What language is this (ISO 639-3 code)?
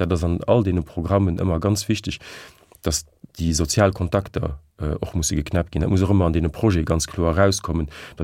ltz